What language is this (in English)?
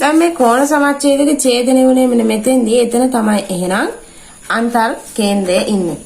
Sinhala